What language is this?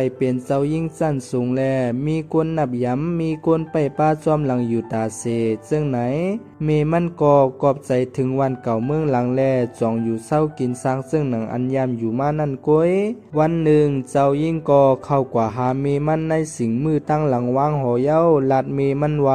Shan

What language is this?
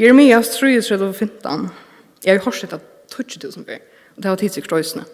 Faroese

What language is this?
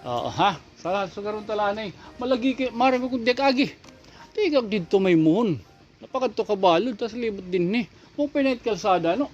Waray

